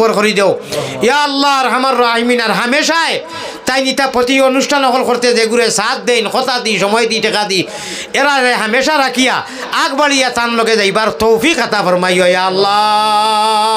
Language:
Sylheti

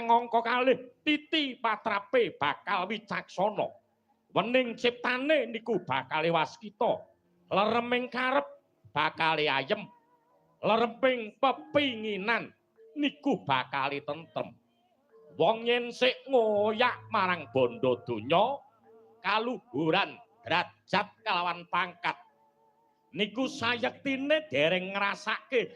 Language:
Javanese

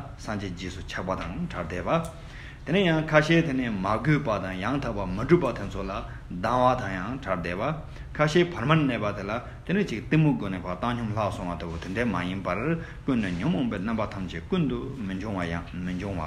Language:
Tibetan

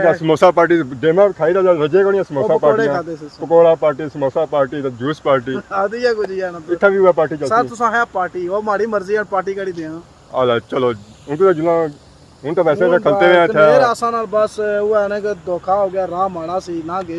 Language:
Pahari-Potwari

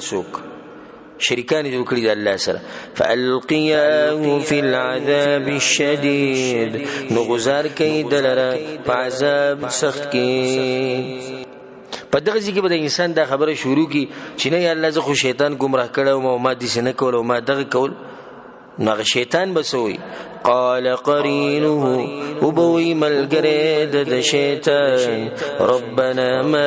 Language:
Pashto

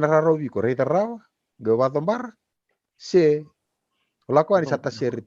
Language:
Fijian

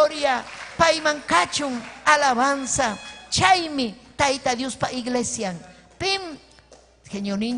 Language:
Ayacucho Quechua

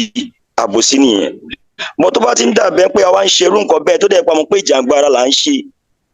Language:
Yoruba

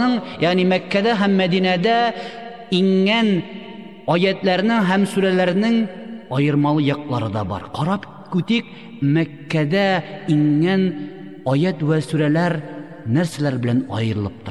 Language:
Tatar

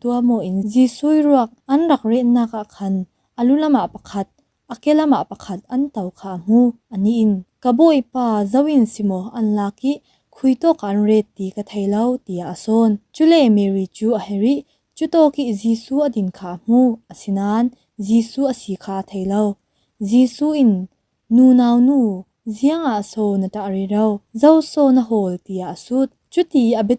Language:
Falam Chin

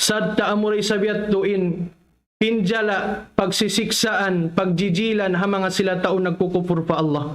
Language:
Tausug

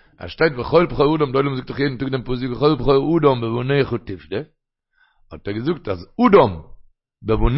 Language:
Yiddish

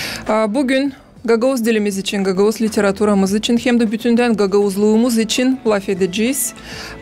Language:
Gagauz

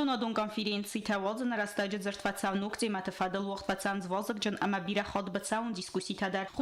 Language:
Ossetic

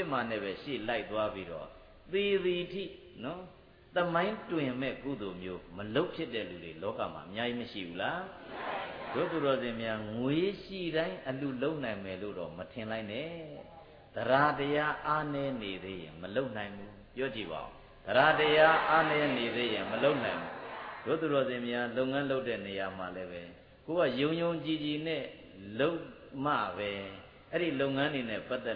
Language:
Burmese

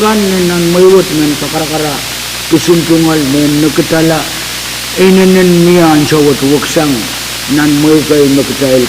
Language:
Pohnpeian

